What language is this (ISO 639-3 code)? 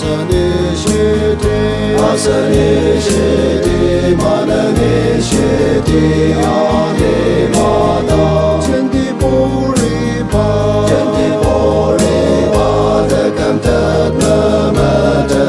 njo